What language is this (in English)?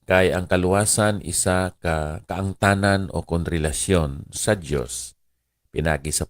Hiligaynon